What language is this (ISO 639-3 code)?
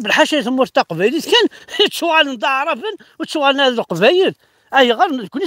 kab